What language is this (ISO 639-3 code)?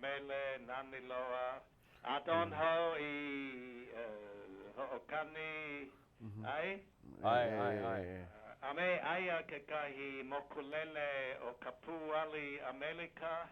haw